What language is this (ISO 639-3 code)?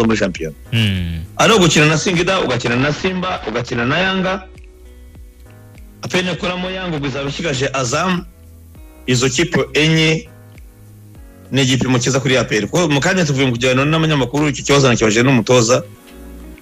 kin